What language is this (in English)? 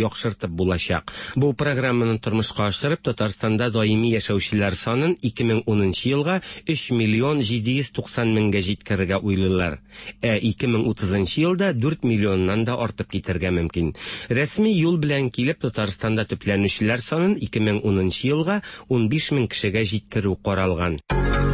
Tatar